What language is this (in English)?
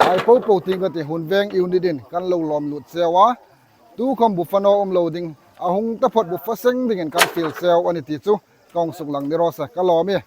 Hmar